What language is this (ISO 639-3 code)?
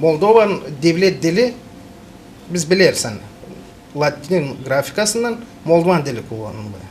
gag